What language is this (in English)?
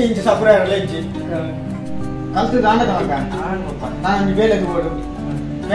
Tulu